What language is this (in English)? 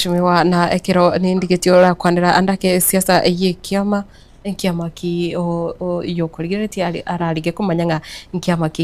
Gusii